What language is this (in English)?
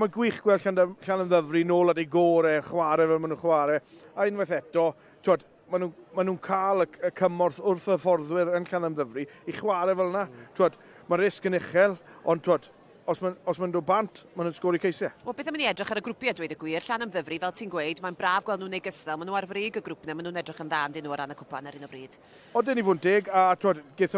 Welsh